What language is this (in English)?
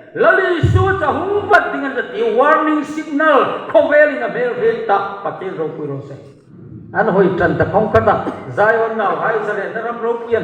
Hmar